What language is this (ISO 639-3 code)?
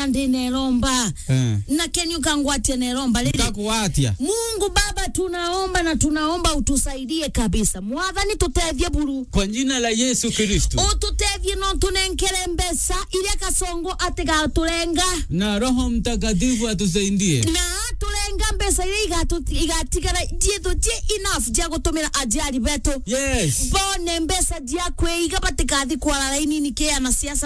mer